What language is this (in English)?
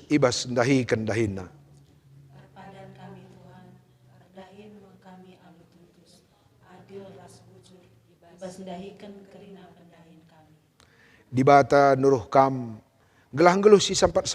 Batak Karo